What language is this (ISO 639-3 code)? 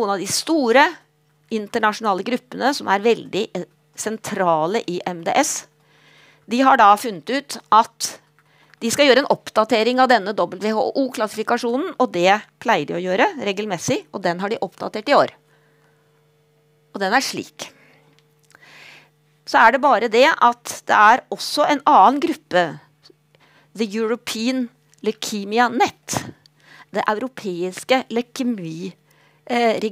nor